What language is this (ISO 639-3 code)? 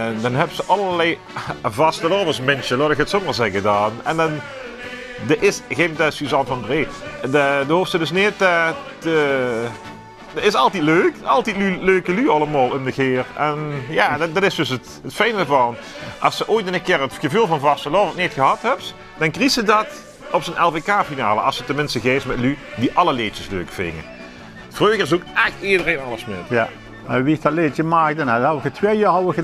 lim